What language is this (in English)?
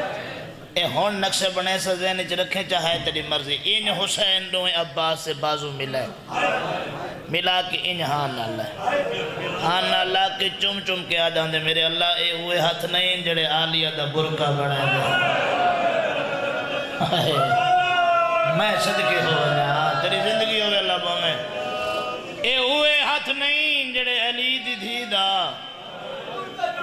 Saraiki